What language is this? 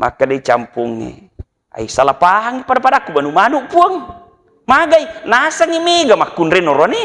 Buginese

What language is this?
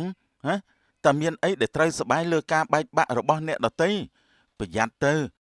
Khmer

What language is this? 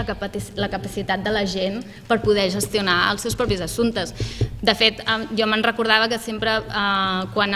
Catalan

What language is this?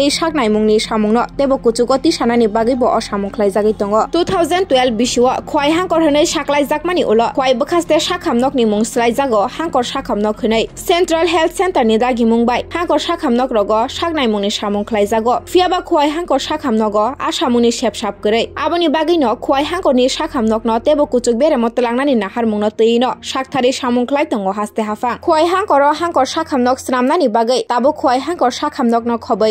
Kok Borok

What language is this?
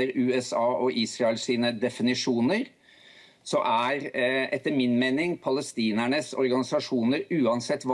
Norwegian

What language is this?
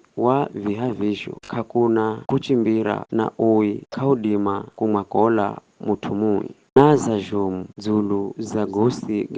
Giryama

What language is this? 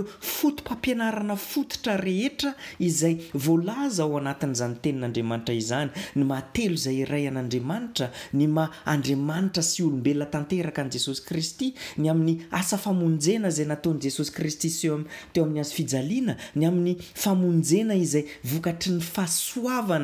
Malagasy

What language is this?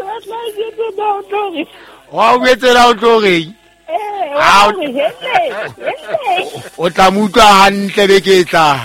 Southern Sotho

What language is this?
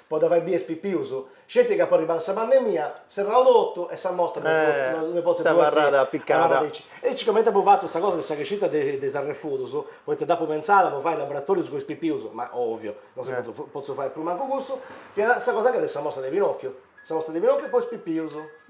Sardinian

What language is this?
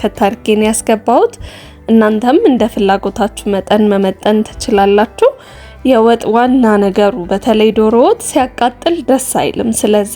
Amharic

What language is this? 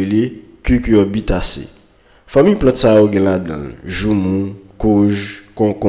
Haitian Creole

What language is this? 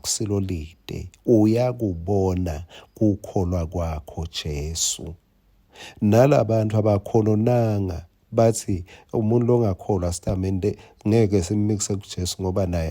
Swati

